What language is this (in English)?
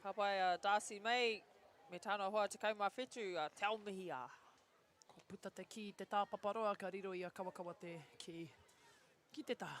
Māori